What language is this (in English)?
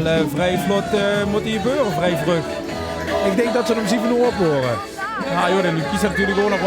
Limburgish